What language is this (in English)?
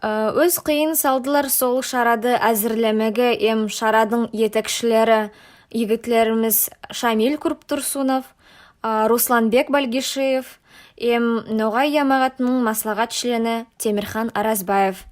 Nogai